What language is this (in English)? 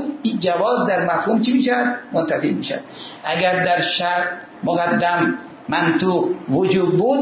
Persian